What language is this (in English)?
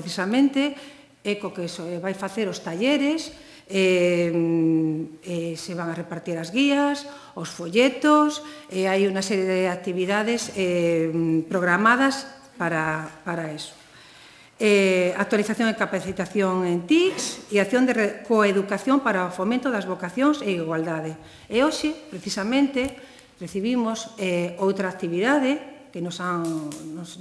Galician